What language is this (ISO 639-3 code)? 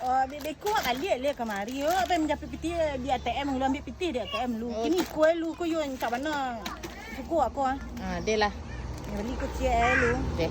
min